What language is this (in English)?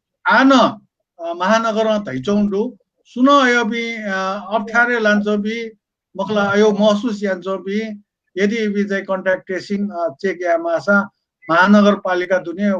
Newari